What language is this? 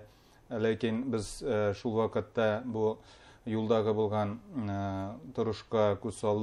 Bashkir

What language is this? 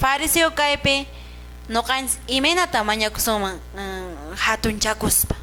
Quechua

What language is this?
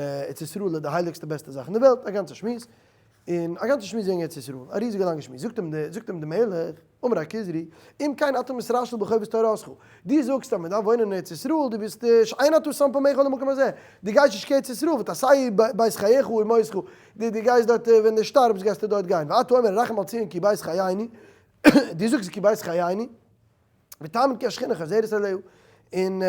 Yiddish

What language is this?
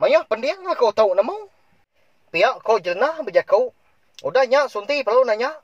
Iban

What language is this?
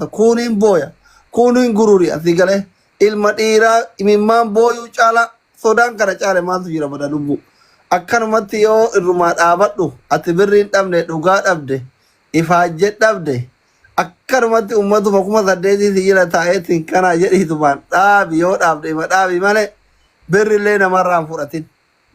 Oromo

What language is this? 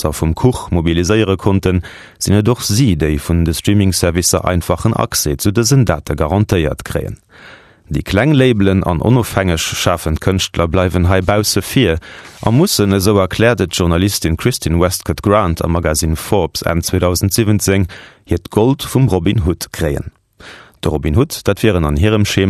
Luxembourgish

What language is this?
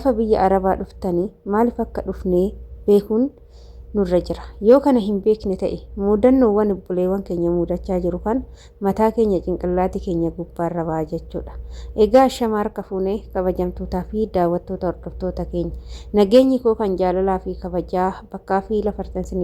Oromo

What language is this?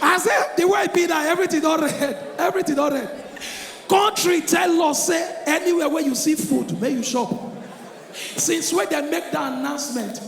Nigerian Pidgin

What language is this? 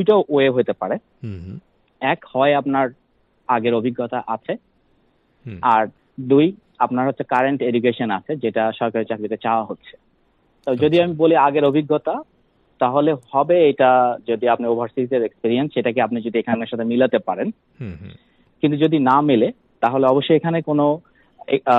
Bangla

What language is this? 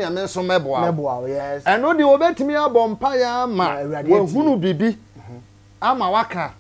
Akan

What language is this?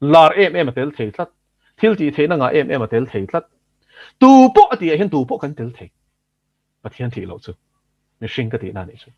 Mizo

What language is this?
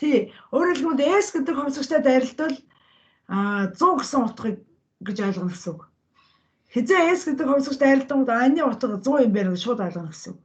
Mongolian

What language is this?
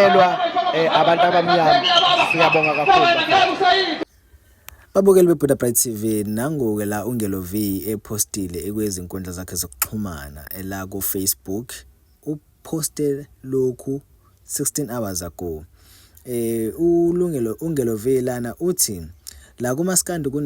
Zulu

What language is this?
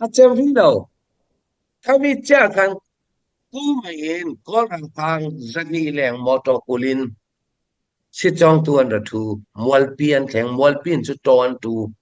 Falam Chin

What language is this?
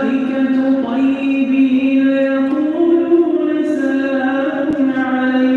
North Levantine Arabic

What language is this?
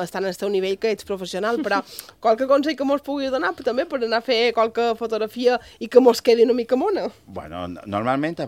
Catalan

